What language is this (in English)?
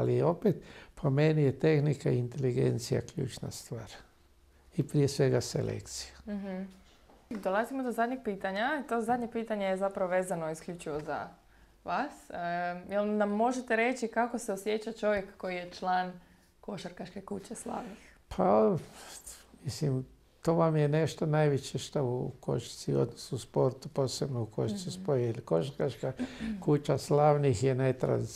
Croatian